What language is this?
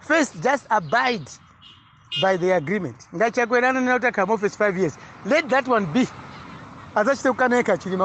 Nyanja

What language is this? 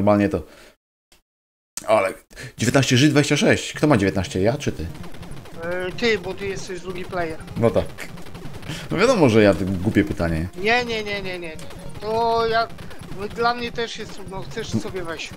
Polish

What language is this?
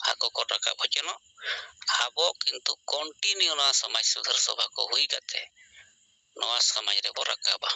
Santali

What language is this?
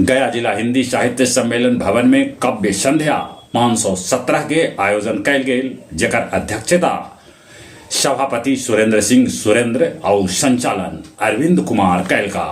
Magahi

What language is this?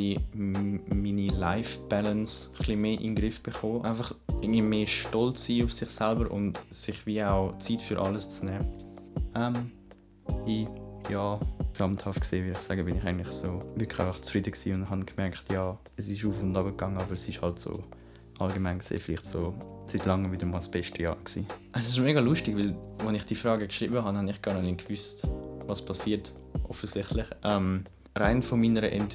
Swiss German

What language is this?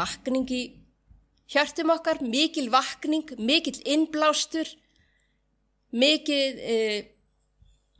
Icelandic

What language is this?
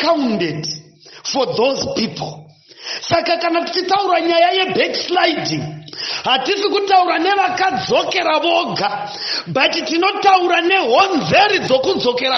Shona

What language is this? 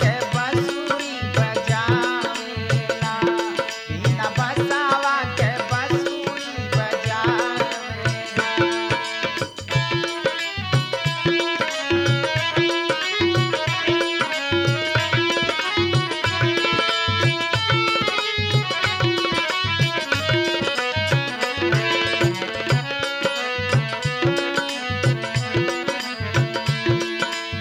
Bhojpuri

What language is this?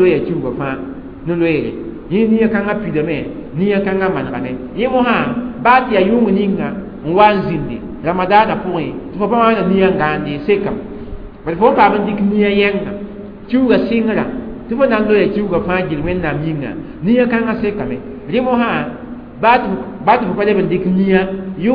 Mossi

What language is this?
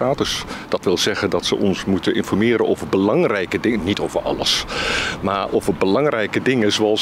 Dutch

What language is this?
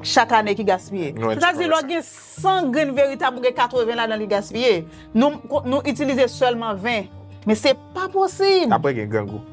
Haitian Creole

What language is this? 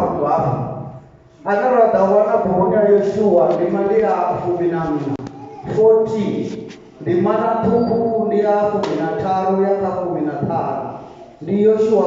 Venda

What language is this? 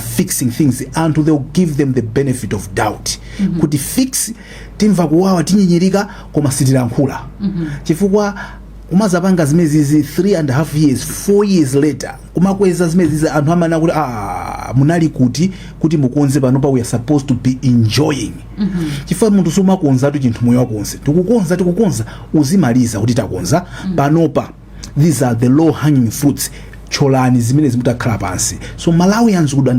Nyanja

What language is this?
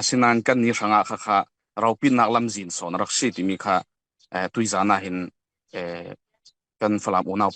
Falam Chin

